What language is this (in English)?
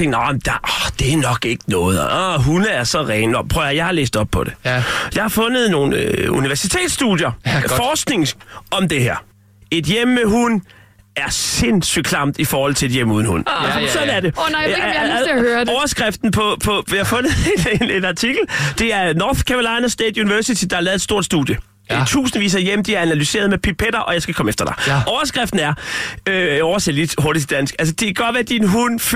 Danish